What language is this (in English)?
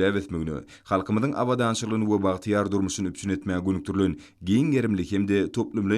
Turkmen